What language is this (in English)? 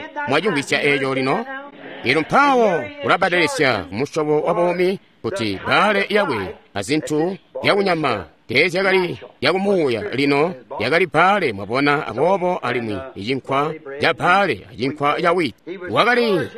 Tonga (Zambia)